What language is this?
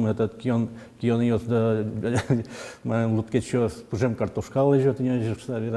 Udmurt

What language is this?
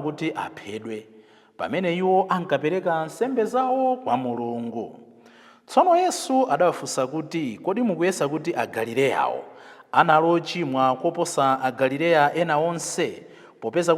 Nyanja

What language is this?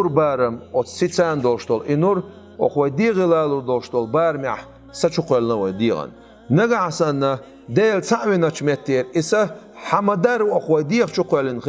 Chechen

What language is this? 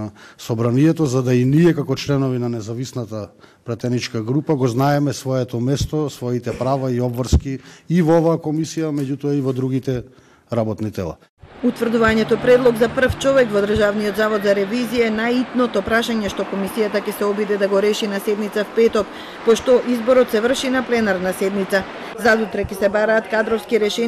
Macedonian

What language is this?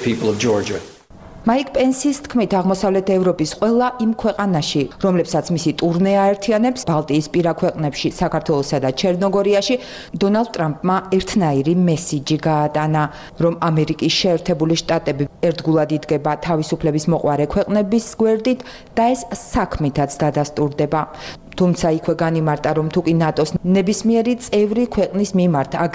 Georgian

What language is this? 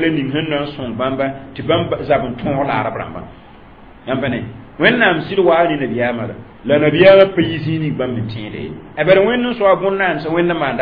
Mossi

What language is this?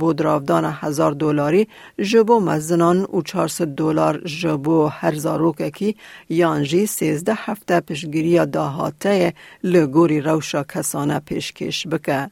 Kurdish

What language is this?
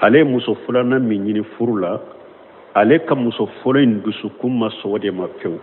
Bambara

